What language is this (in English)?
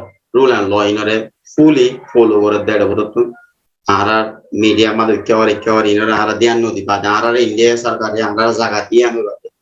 Rohingya